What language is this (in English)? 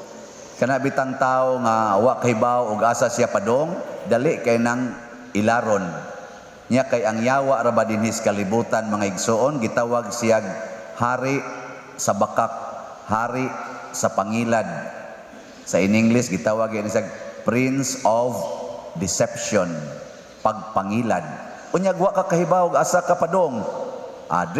Cebuano